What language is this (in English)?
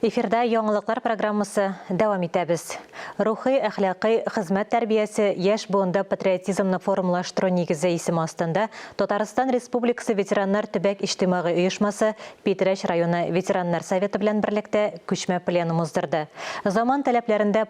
Tatar